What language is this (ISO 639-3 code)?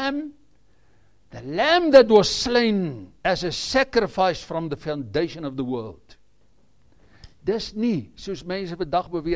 afr